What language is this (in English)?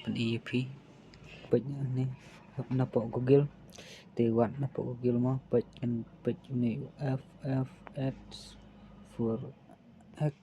Khasi